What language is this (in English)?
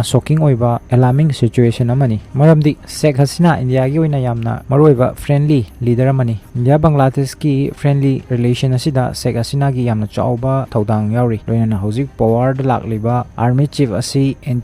Manipuri